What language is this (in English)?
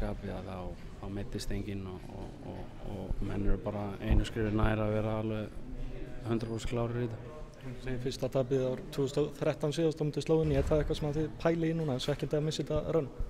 Icelandic